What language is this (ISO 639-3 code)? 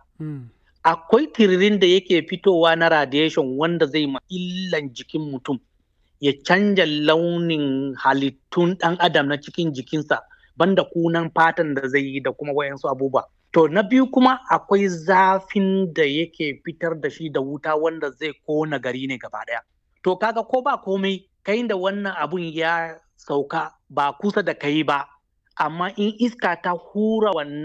hau